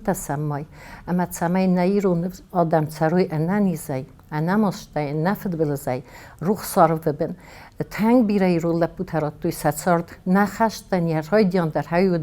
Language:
Ossetic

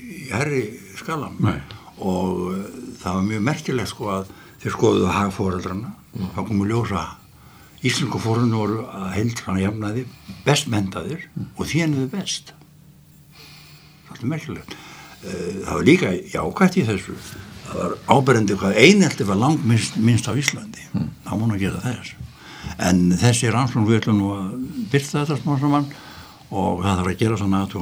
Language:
Icelandic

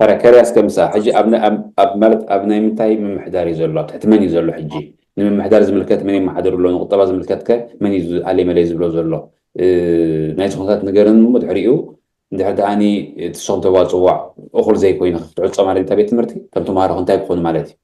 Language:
Tigrinya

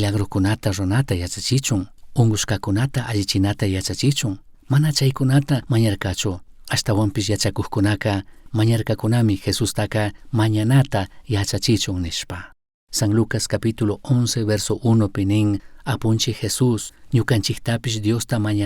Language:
Chimborazo Highland Quichua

